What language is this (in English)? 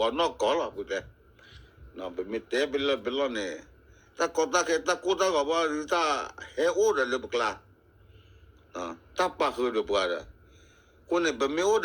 S'gaw Karen